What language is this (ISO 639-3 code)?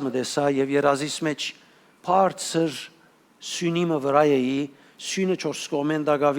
hyw